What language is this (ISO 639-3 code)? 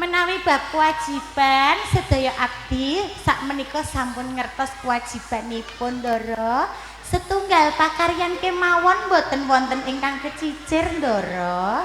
jav